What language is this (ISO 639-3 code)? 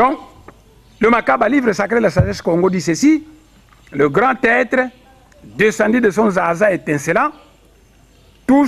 fra